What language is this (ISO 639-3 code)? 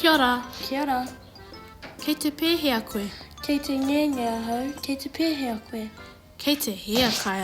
mri